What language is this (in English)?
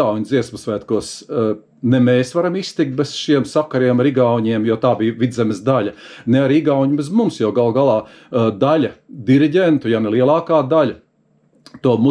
Latvian